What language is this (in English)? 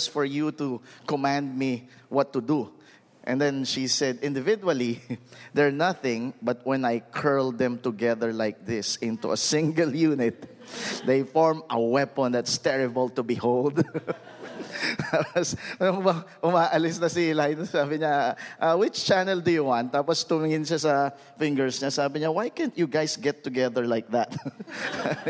Filipino